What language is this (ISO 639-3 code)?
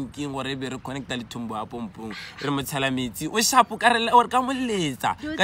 tsn